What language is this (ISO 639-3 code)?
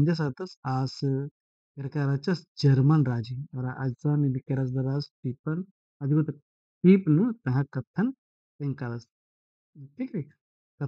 kru